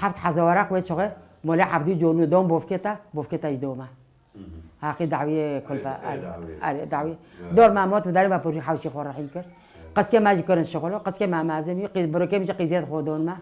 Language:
Kurdish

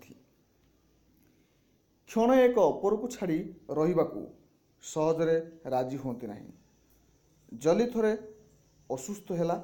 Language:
Odia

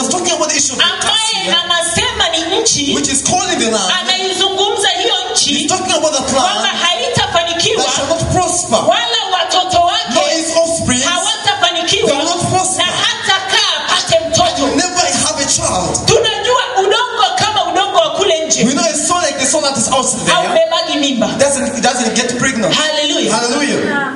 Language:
Swahili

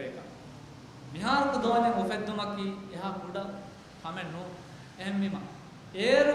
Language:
Divehi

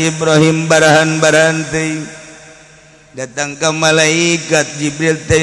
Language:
Sundanese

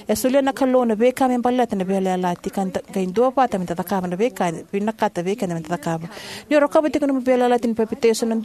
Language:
Fijian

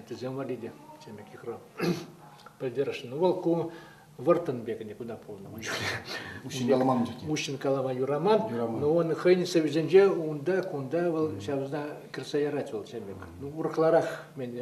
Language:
Chuvash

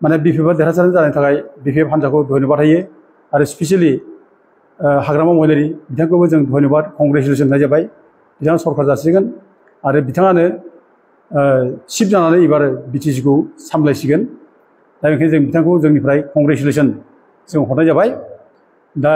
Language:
Bodo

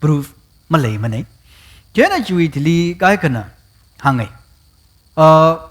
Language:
Tangkhul Naga (India)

